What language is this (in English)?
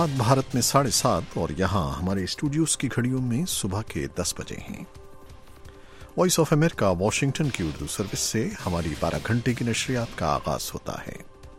Urdu